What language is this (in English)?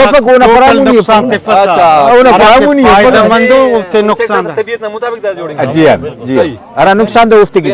Brahui